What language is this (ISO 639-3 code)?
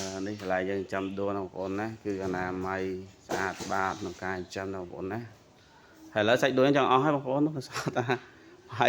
khm